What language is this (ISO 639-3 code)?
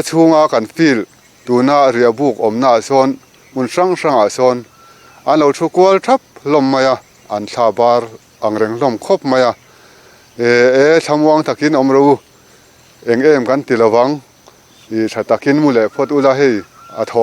lus